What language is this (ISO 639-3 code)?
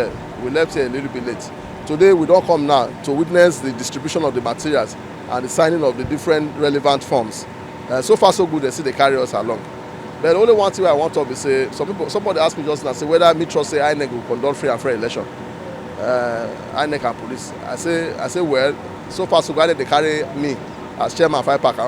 pcm